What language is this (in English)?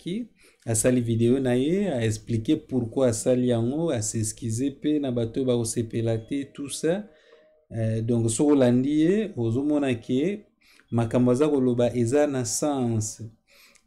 Lingala